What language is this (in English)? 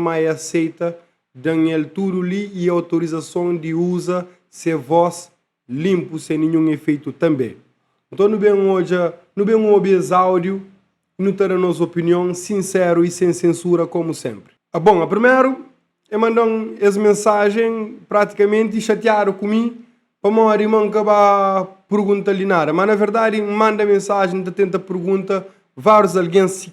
Kabuverdianu